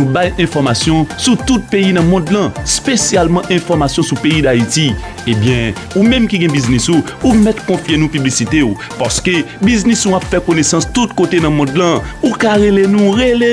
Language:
Haitian Creole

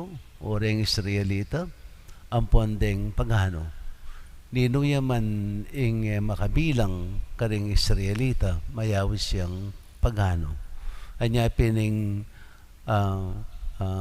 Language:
Pampanga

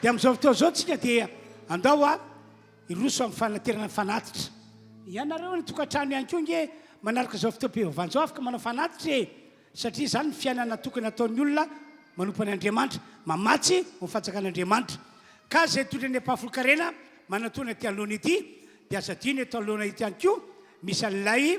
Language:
Malagasy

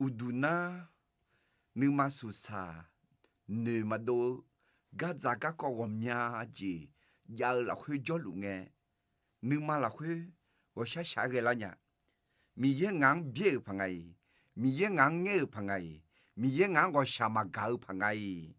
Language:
Akha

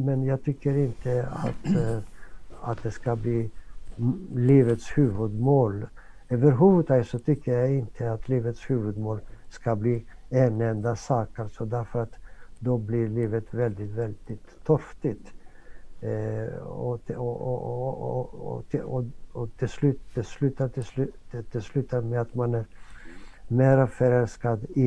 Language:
Swedish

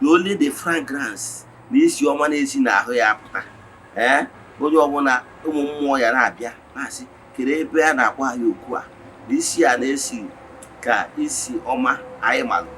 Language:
Igbo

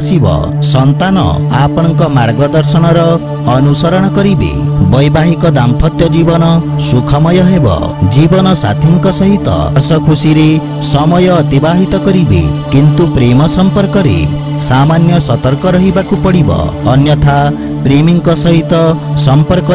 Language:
Odia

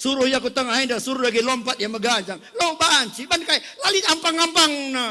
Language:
Batak Karo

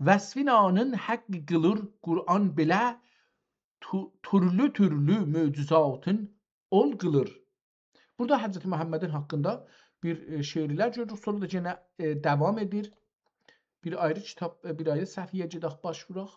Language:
South Azerbaijani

